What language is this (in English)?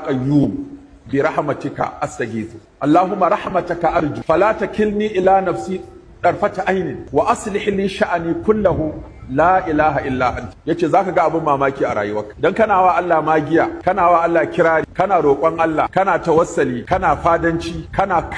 Hausa